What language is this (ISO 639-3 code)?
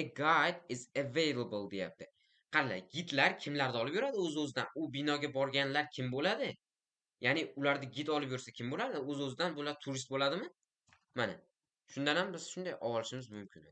uzb